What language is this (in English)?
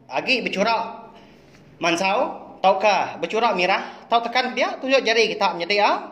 Iban